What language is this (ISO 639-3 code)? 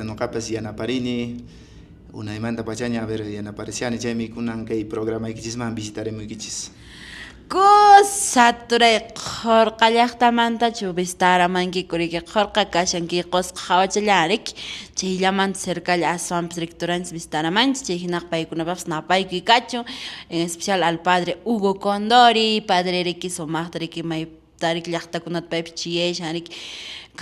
que